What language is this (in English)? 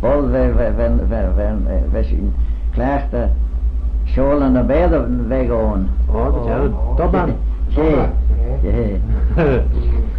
Manx